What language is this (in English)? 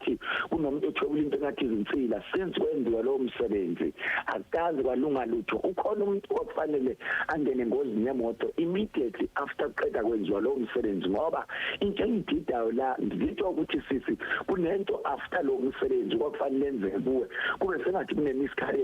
Zulu